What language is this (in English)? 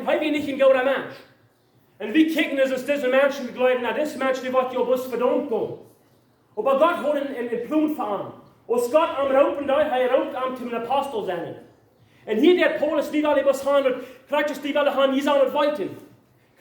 Plautdietsch